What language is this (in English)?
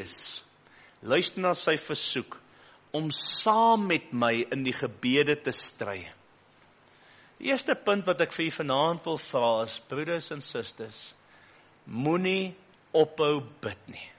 Afrikaans